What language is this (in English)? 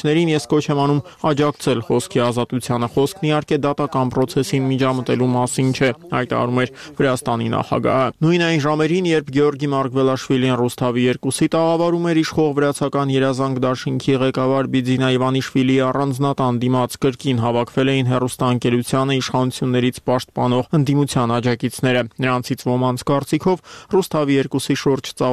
Armenian